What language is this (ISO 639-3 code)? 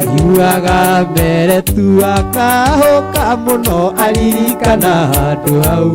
kik